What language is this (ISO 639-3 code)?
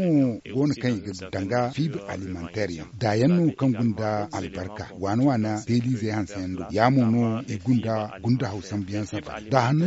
dje